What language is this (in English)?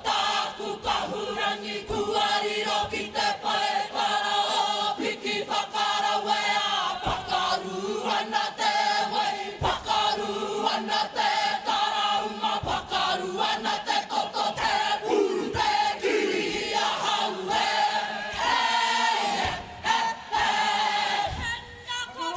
Māori